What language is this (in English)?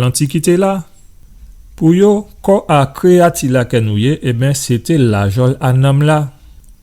Guadeloupean Creole French